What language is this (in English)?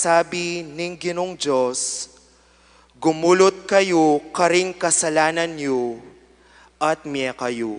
Pampanga